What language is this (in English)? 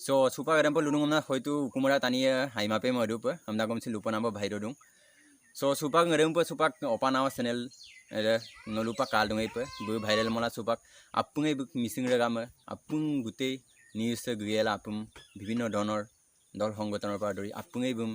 Assamese